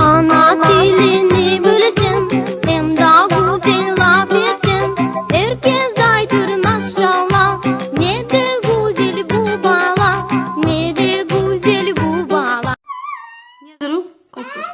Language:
Crimean Tatar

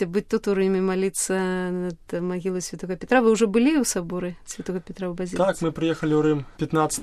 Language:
Belarusian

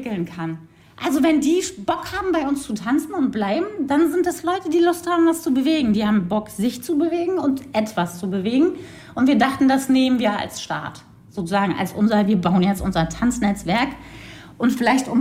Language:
German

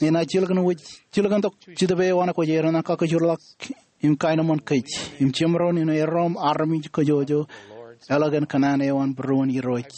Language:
Marshallese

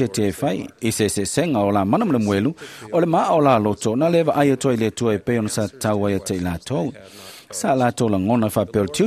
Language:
Samoan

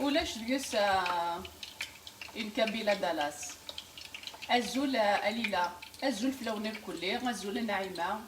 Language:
Kabyle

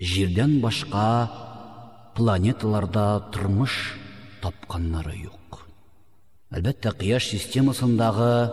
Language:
Tatar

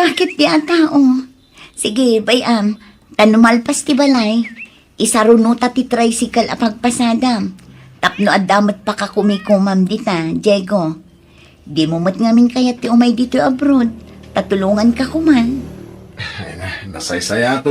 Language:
Iloko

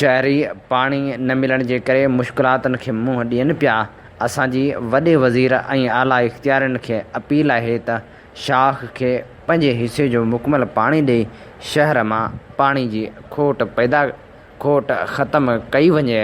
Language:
Sindhi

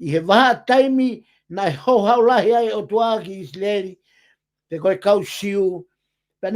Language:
Tongan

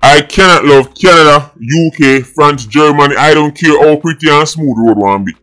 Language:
Jamaican Creole English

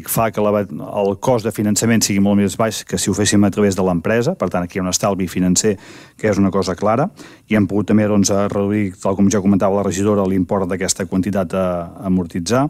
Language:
Catalan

